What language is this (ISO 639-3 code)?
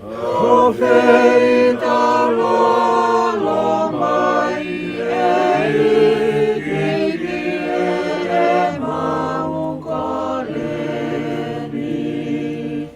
ton